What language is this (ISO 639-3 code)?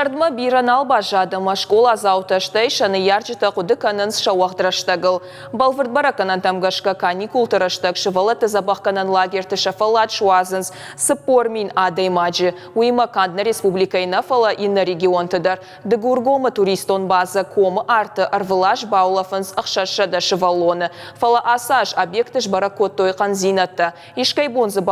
oss